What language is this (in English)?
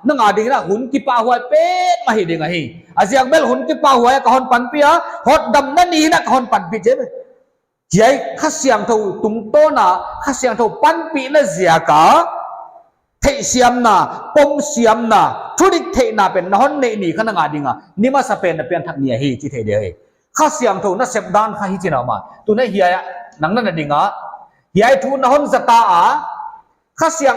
Paite Chin